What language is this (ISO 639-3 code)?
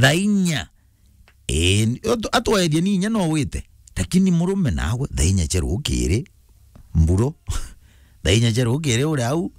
mer